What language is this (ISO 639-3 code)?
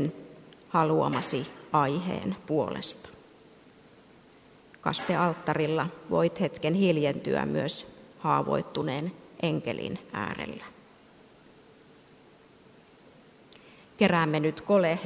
fin